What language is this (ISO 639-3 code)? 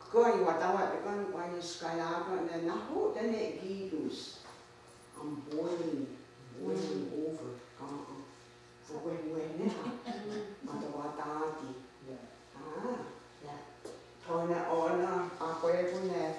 moh